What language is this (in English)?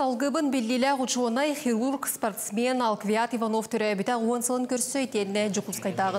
Yakut